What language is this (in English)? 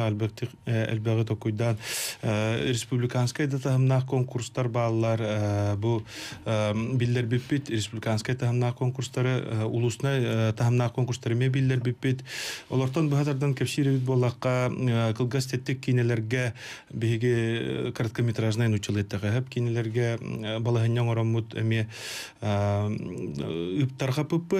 Yakut